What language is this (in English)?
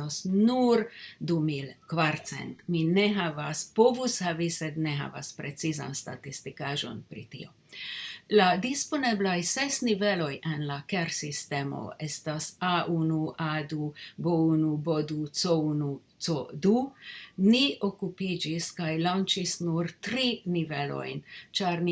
Esperanto